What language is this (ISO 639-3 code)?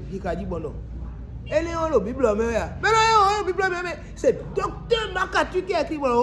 fon